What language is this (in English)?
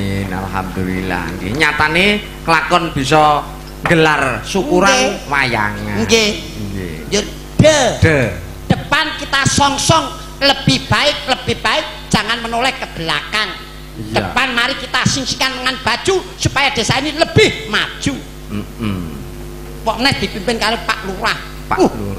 Javanese